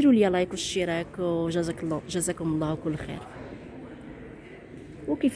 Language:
Moroccan Arabic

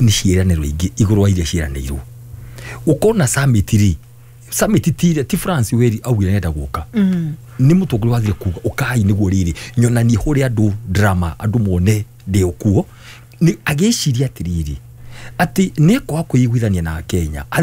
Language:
Kikuyu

